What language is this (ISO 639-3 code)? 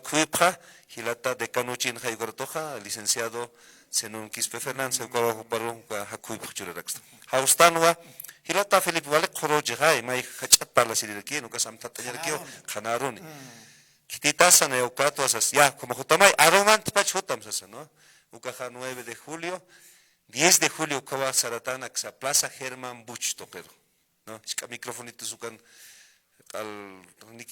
aym